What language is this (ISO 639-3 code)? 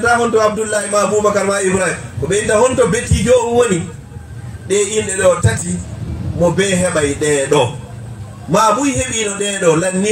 ful